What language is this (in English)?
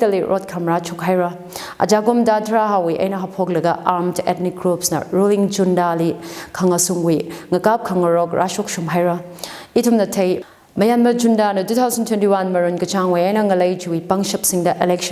Tangkhul Naga (India)